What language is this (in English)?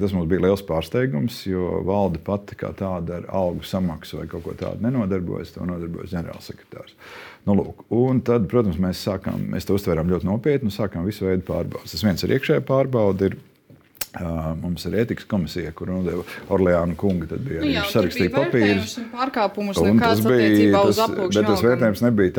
Latvian